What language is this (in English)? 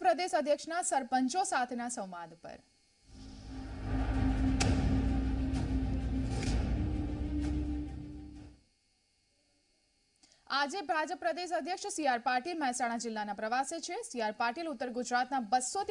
Gujarati